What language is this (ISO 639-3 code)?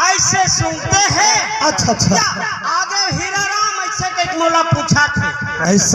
hne